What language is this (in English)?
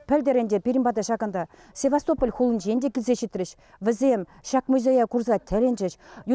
Chuvash